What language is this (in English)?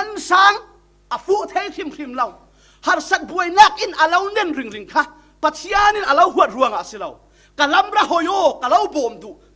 Falam Chin